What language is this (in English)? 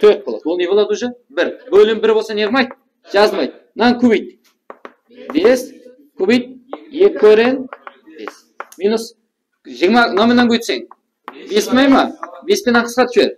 Kara-Kalpak